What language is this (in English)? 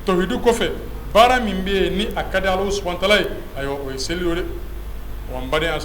Bambara